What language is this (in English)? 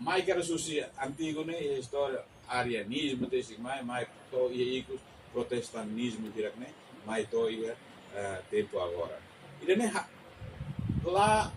Tetum